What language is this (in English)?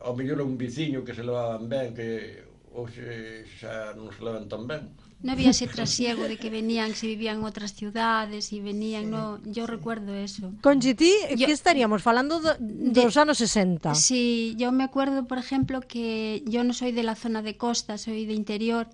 Galician